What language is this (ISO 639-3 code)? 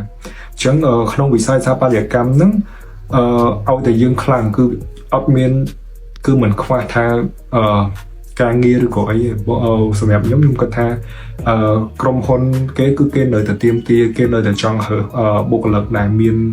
khm